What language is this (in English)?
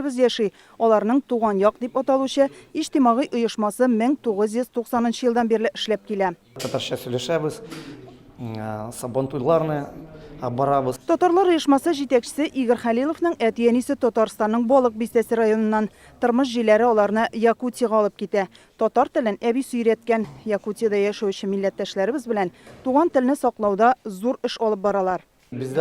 Tatar